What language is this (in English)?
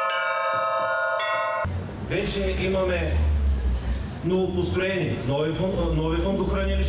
Bulgarian